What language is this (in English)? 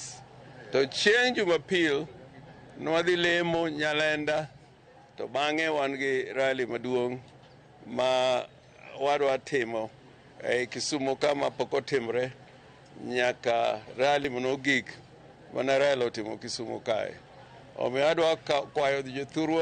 Luo (Kenya and Tanzania)